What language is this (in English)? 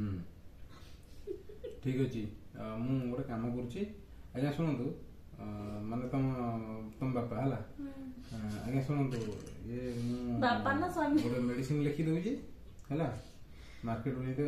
Odia